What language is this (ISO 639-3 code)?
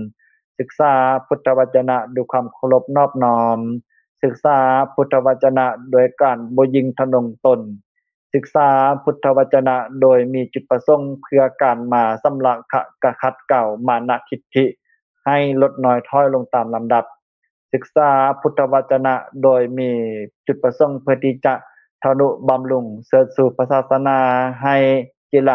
lao